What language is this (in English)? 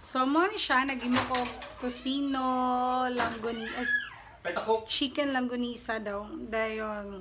Cebuano